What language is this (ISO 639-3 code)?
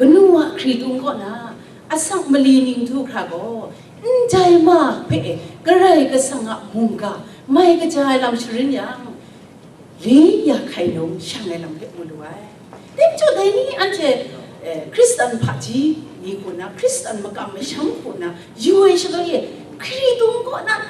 kac